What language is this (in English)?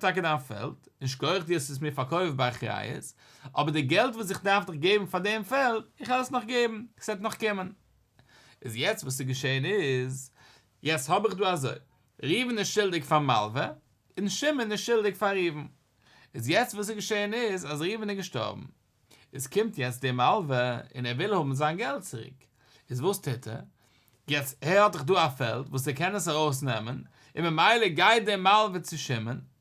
Yiddish